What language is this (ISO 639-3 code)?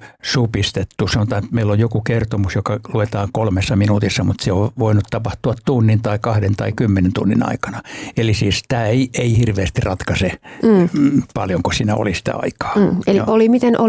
fin